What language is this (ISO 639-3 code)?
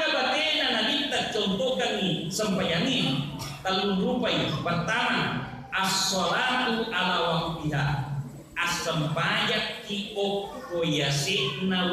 bug